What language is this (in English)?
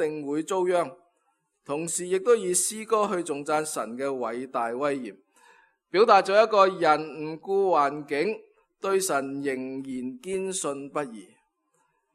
Cantonese